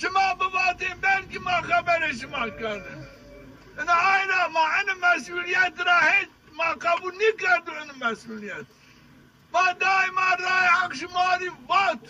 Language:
Zaza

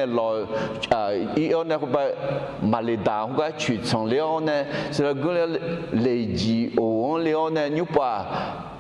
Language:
Akha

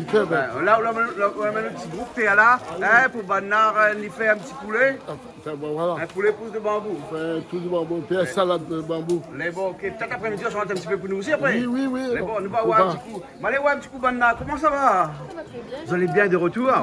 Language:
Réunion Creole French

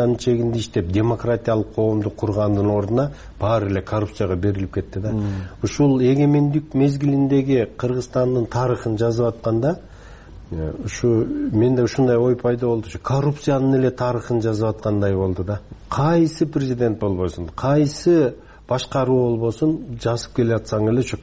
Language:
Kyrgyz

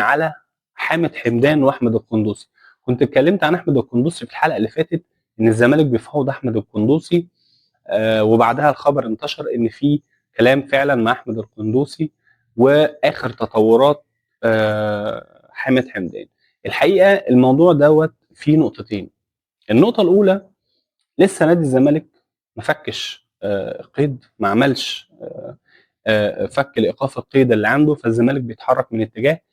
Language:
Egyptian Arabic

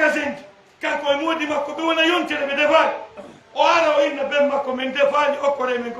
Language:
Fula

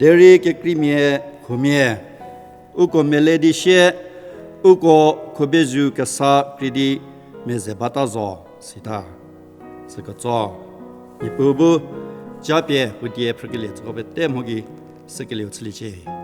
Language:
Angami Naga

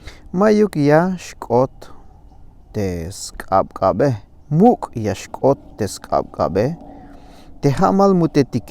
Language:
Tzeltal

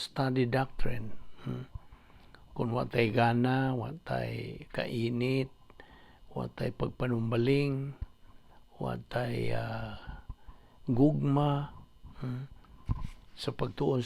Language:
Cebuano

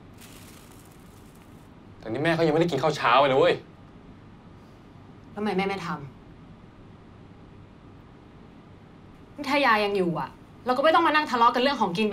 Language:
Thai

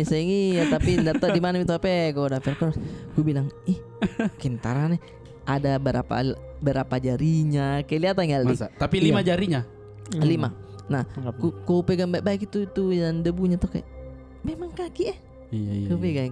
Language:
Makassar Malay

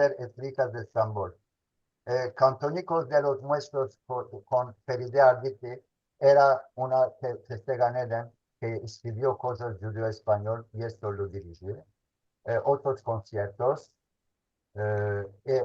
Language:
Ladino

